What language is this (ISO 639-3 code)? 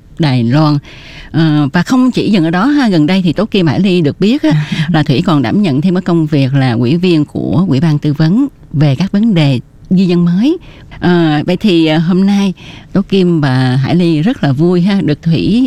vie